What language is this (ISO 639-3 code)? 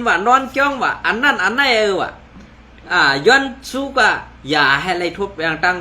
shn